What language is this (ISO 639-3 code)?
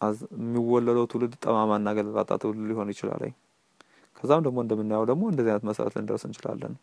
amh